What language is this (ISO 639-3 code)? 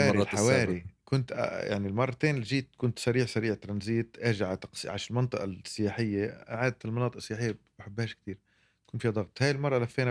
apc